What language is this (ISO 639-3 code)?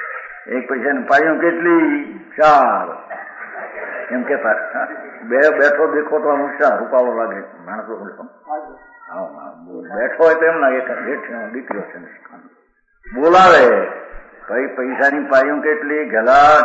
guj